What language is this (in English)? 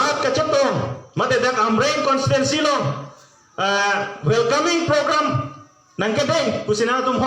Karbi